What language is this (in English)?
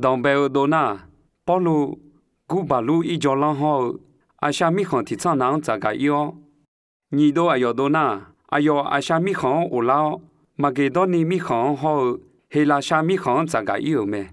Akha